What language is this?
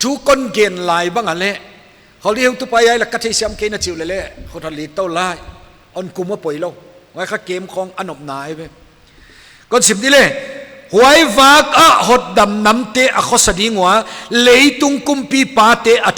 Paite Chin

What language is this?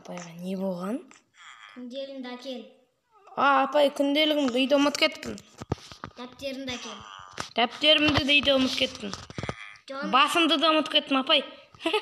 Kazakh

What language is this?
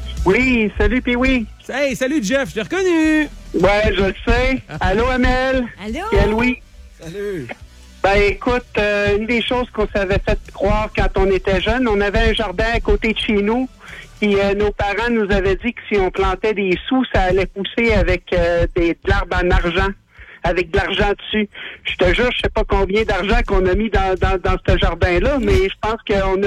French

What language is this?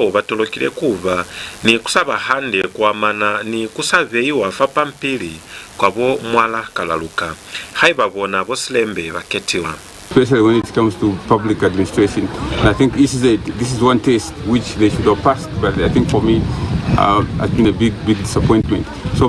Lozi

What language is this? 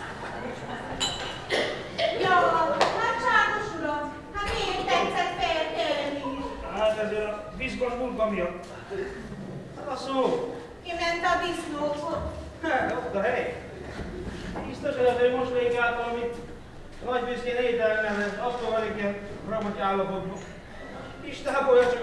Hungarian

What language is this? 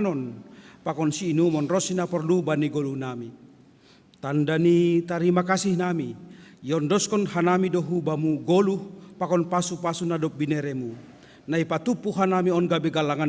Batak Simalungun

